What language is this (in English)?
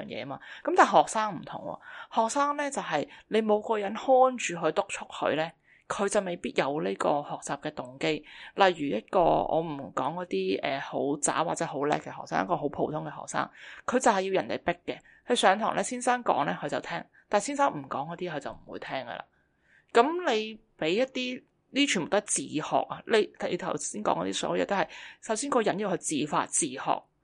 Cantonese